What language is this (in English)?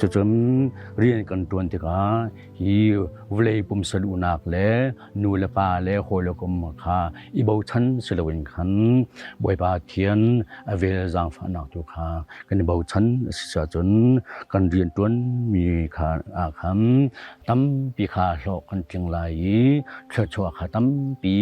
Hakha Chin